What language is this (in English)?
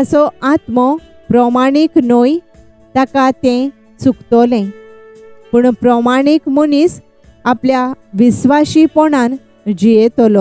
Konkani